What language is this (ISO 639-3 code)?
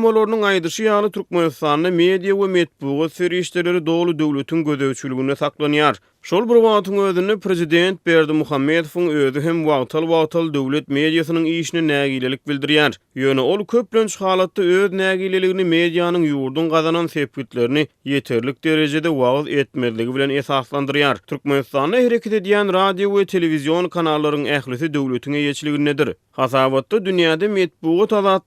tuk